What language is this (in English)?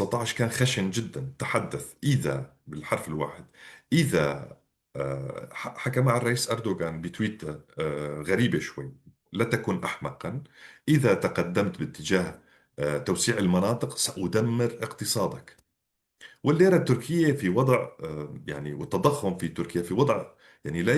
North Levantine Arabic